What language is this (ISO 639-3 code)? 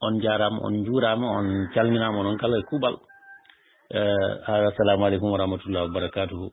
ful